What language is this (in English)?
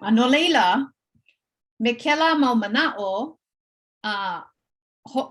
Hawaiian